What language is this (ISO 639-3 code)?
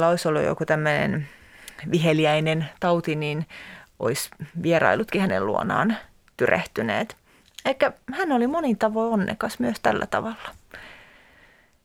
fin